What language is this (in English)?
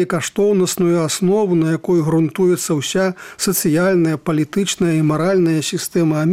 Belarusian